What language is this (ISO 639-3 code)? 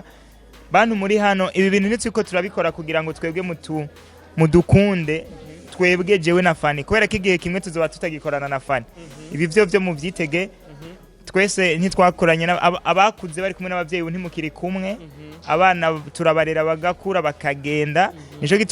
run